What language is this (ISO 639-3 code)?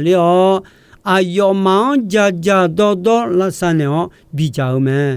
ahk